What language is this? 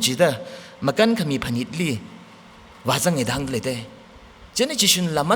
Tangkhul Naga (India)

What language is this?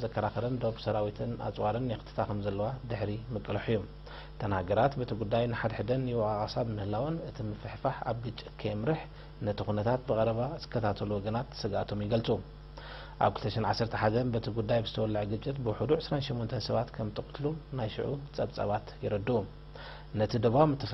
Tigrinya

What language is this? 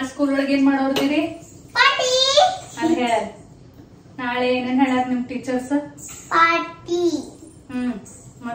Kannada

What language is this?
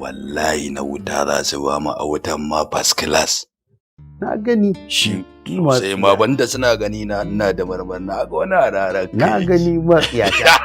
Hausa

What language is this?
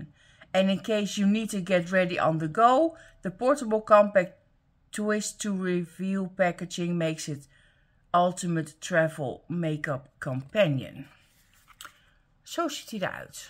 Dutch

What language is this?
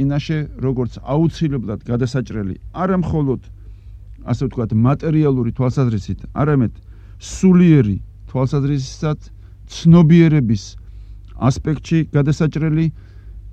Georgian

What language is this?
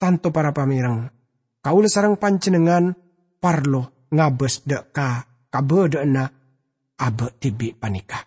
Madurese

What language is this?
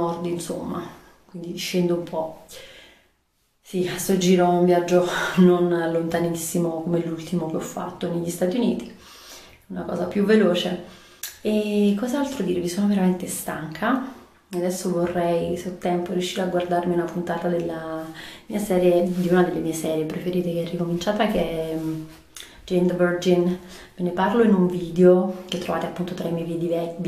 Italian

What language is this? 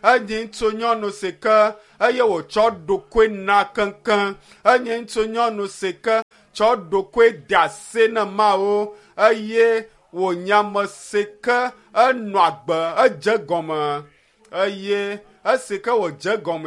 Ewe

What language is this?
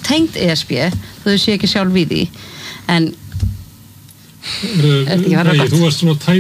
Icelandic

